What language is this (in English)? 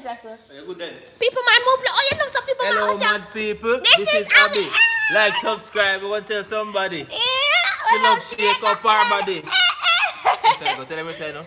Jamaican Creole English